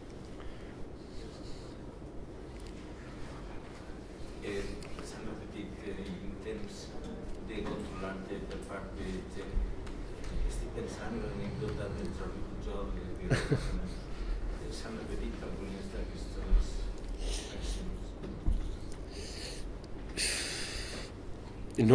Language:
Catalan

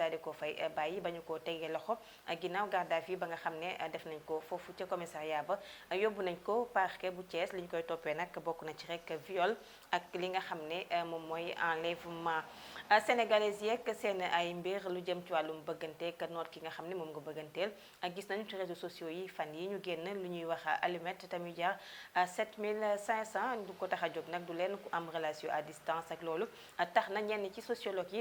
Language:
Wolof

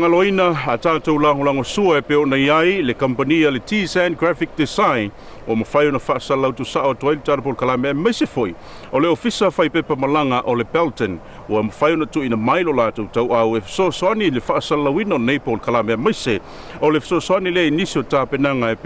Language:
Samoan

